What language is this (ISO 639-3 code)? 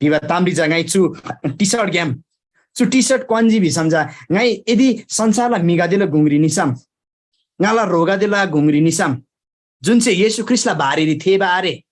taj